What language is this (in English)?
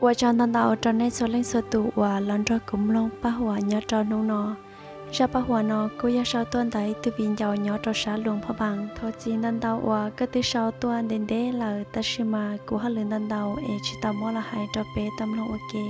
Hmong